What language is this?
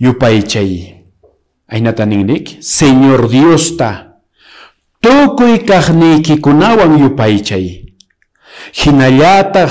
Quechua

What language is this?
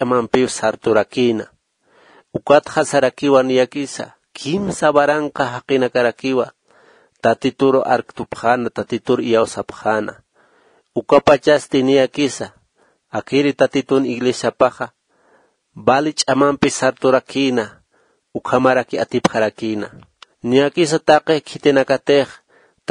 Aymara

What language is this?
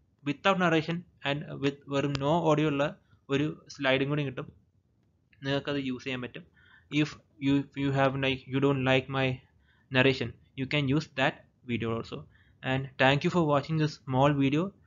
Malayalam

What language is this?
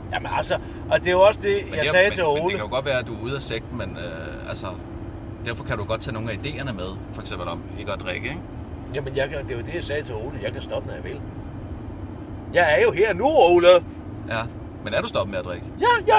Danish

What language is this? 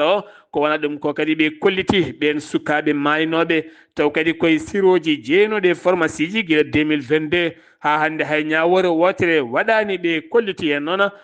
Fula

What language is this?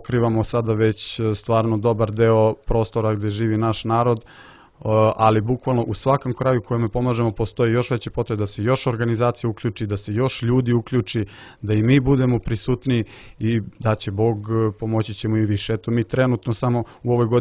Serbian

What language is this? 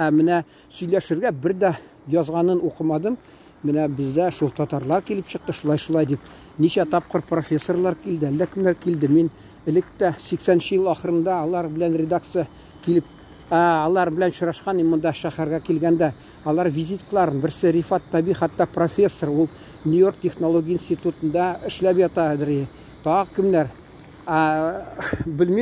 Tatar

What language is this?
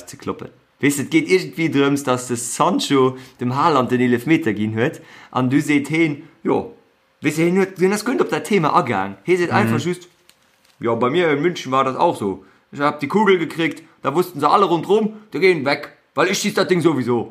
Luxembourgish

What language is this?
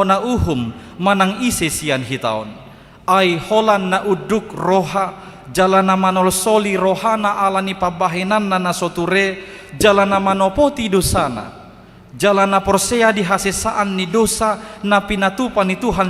Batak Toba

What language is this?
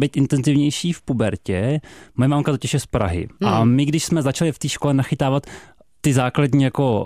Czech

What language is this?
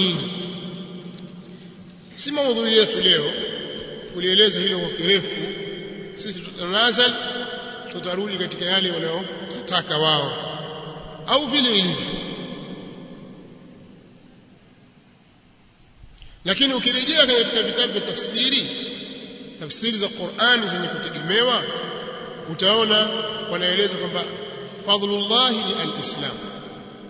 Swahili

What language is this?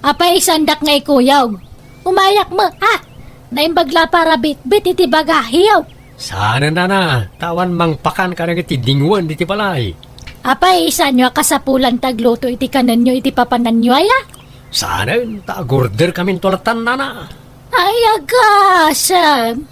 Iloko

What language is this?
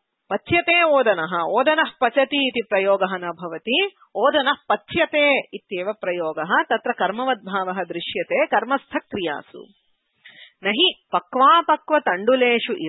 Sanskrit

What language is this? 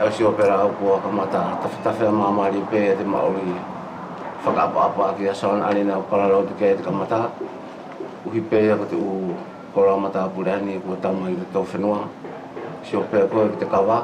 Wallisian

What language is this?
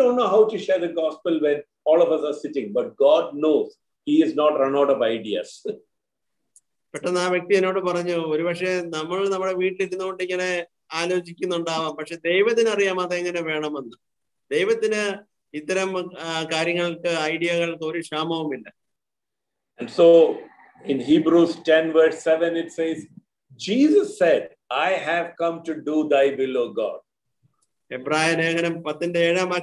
Malayalam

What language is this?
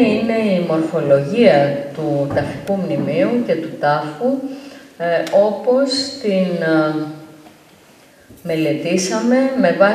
Greek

